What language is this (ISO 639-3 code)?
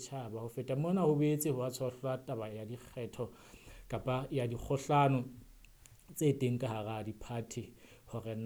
sot